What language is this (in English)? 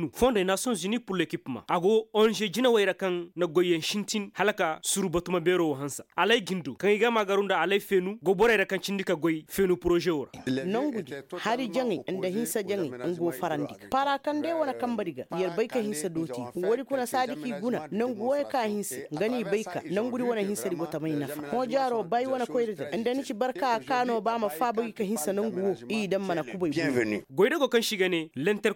Koyraboro Senni